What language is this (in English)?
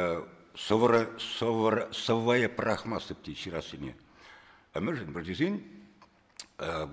Chuvash